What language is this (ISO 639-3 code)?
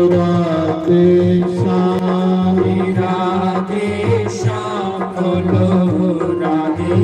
doi